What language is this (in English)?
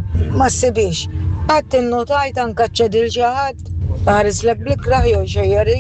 Maltese